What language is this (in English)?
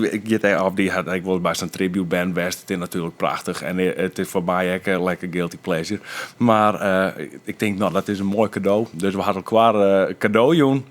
Western Frisian